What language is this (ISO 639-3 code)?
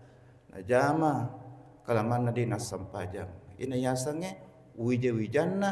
bug